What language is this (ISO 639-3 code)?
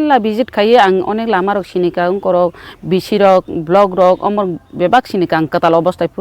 trp